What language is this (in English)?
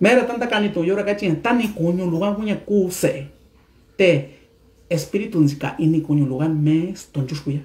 Mixtepec Mixtec